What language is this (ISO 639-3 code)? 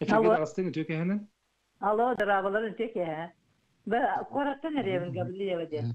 sah